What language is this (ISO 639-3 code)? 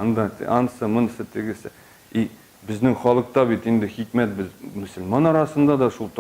tat